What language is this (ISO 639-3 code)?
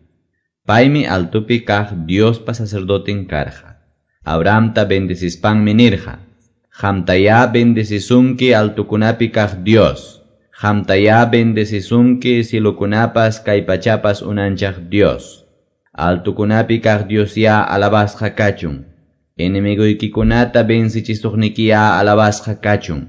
que